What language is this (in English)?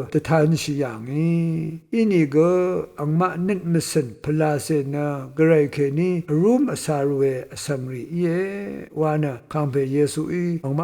Rawang